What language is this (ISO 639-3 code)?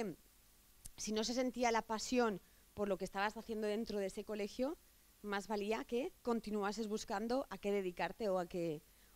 spa